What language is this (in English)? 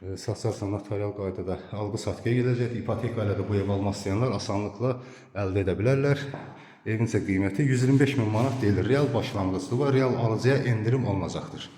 Azerbaijani